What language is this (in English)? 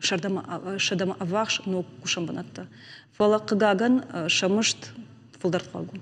Ossetic